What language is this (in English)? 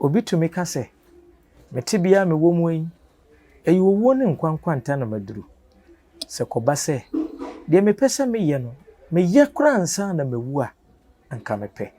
Akan